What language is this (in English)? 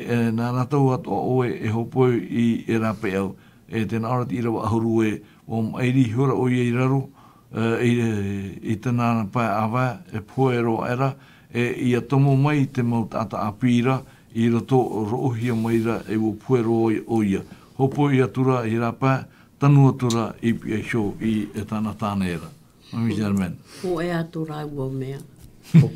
Tahitian